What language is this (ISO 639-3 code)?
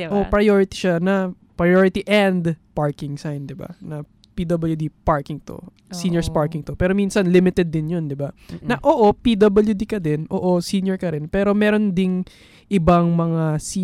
fil